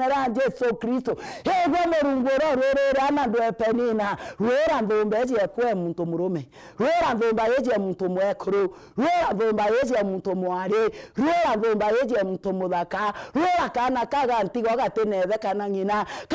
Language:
Meru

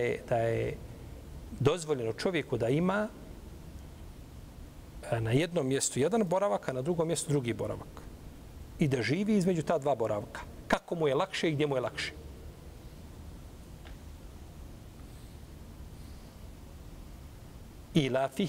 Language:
Bosnian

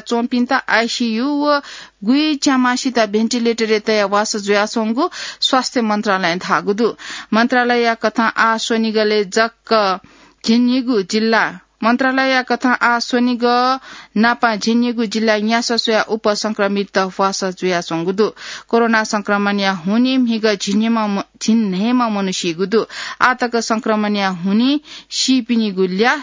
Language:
Newari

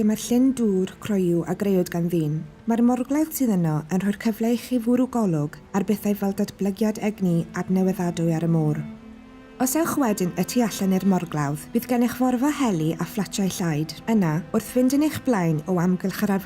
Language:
Welsh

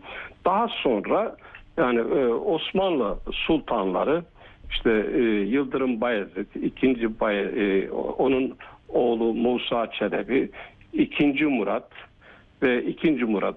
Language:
Turkish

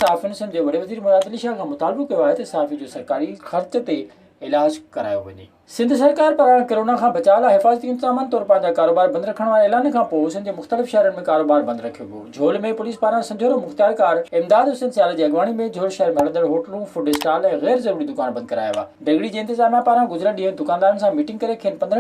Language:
Sindhi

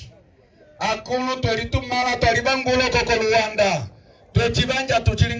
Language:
Umbundu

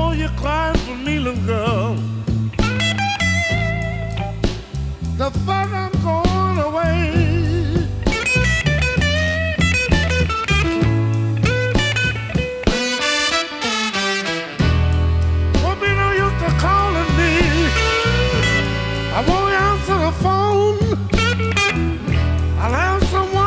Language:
English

